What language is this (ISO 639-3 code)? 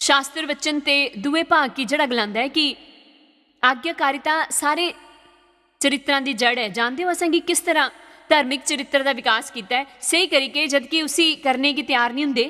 doi